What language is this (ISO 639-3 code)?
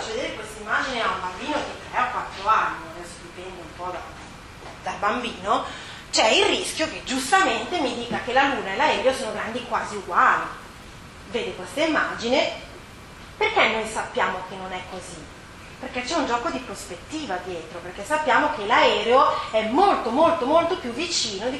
ita